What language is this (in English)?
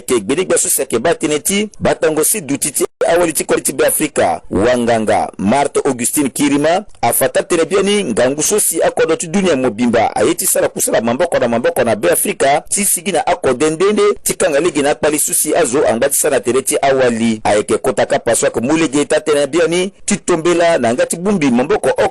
Sango